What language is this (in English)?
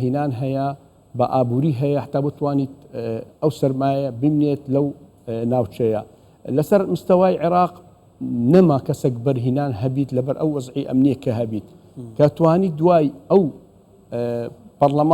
Central Kurdish